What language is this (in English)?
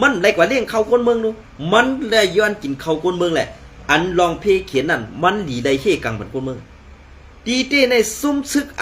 Shan